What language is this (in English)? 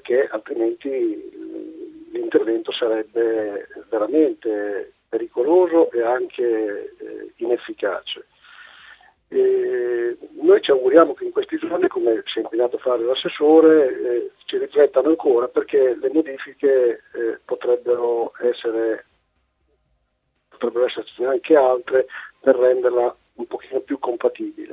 Italian